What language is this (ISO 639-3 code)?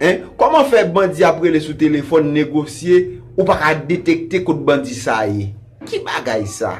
hat